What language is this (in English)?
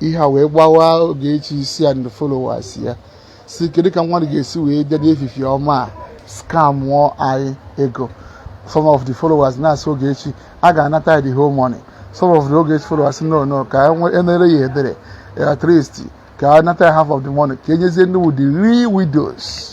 Igbo